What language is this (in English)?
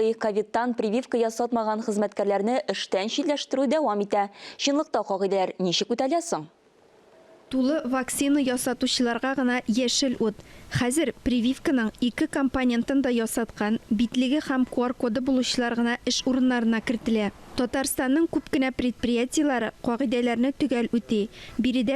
Tatar